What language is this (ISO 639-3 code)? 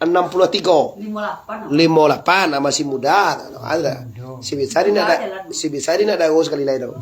min